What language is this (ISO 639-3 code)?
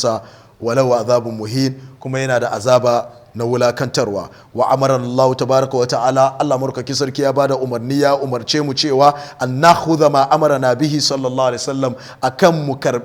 hau